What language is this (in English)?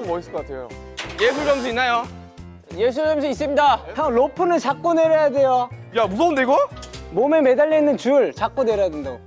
Korean